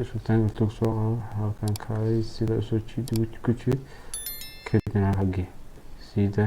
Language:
Somali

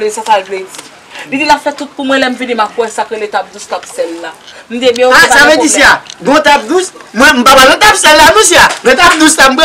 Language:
Haitian Creole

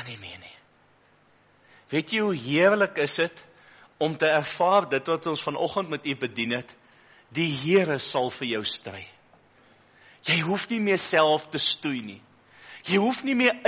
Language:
Afrikaans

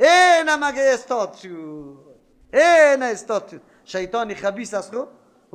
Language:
Persian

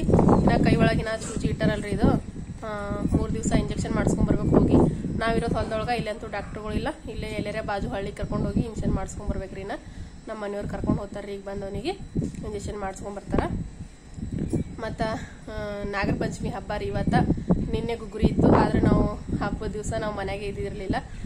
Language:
Kannada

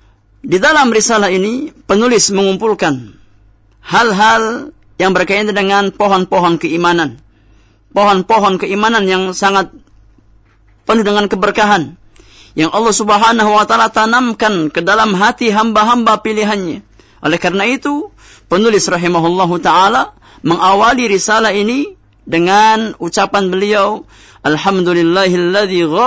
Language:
Indonesian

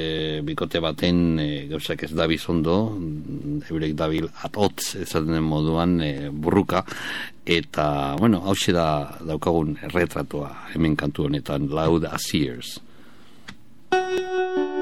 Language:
Basque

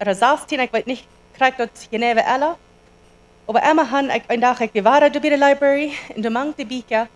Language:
Plautdietsch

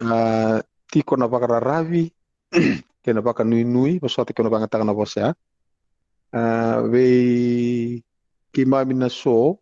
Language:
Fijian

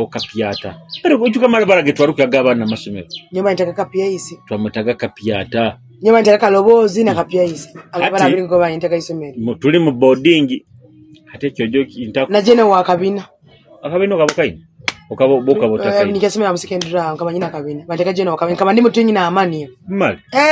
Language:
Nyoro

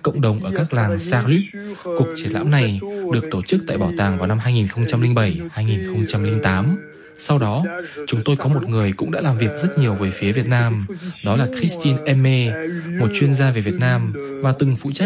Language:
Vietnamese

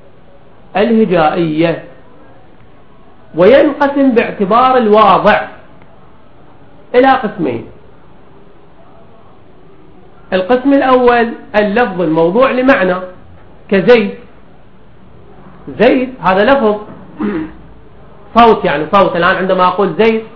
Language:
Arabic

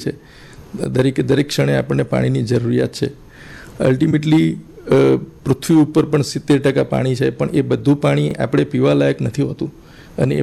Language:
Gujarati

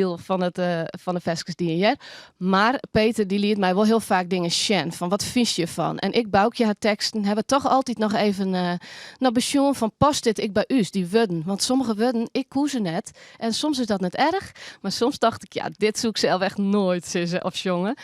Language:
Western Frisian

